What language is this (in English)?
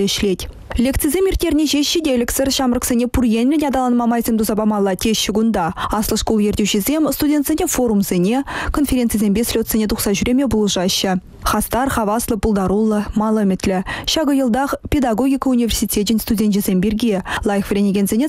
Chuvash